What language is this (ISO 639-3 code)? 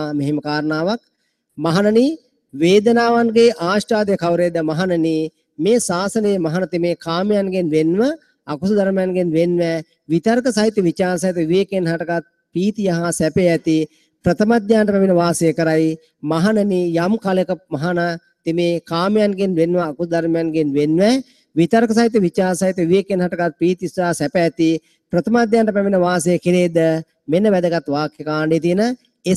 sin